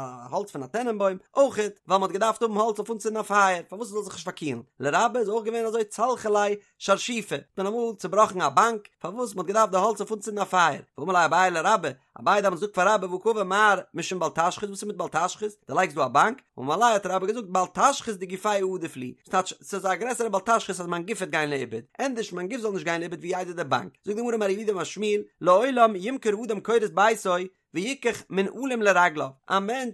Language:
Yiddish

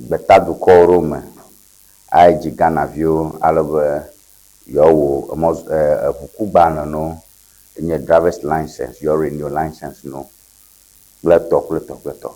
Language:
Ewe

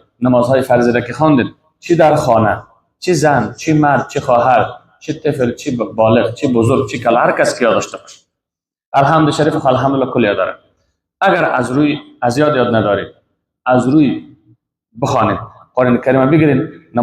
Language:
Persian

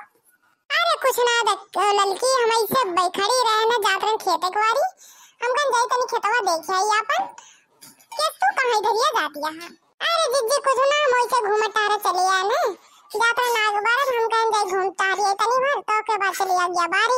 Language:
Bhojpuri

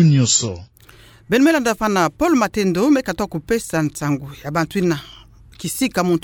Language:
Kituba (Democratic Republic of Congo)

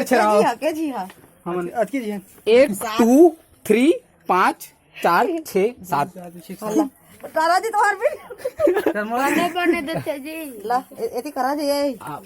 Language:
Chhattisgarhi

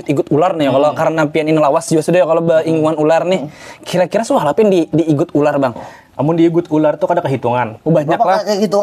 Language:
Banjar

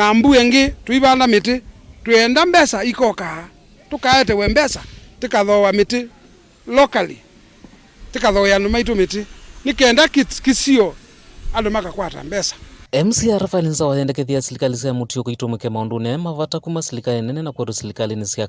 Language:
Kamba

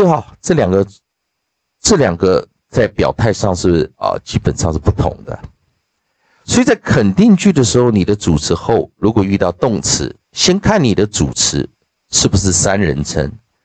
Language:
Chinese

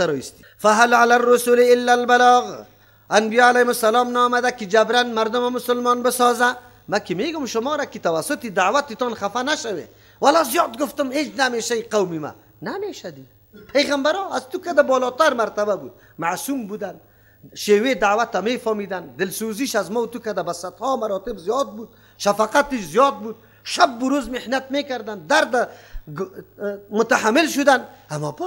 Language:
Persian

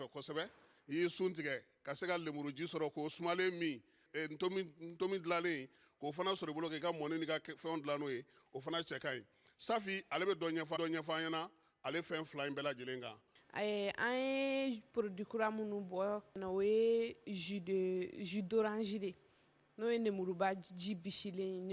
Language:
Bambara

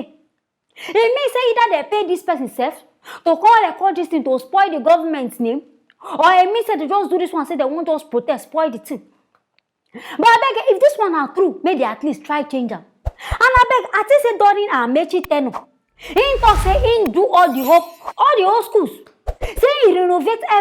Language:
Nigerian Pidgin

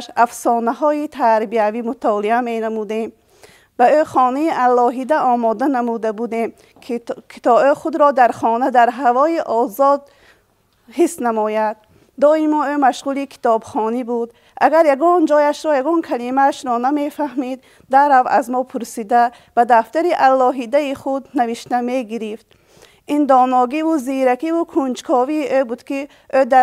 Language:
Tajik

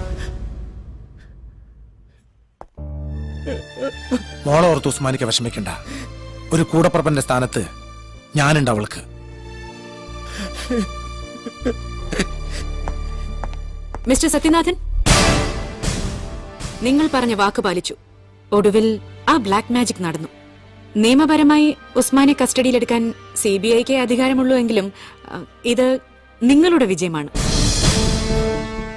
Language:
Malayalam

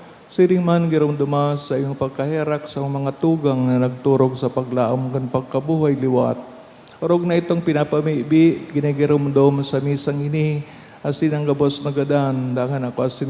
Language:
Bikol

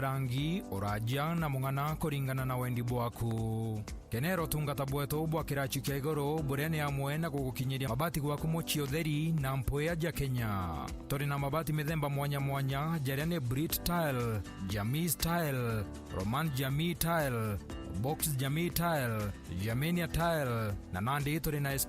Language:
Meru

